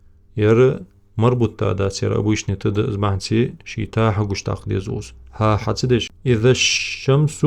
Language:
Ingush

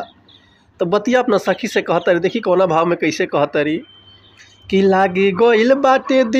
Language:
Bhojpuri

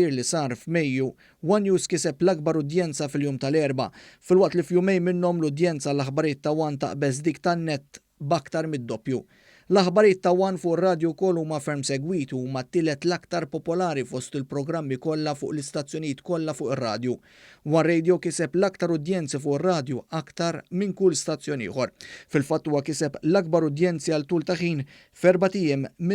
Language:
Maltese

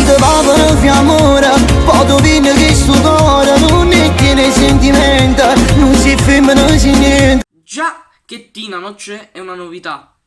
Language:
Neapolitan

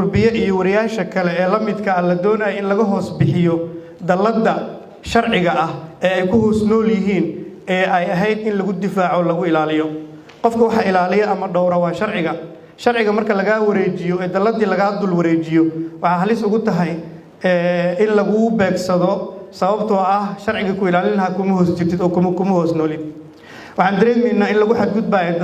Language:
Somali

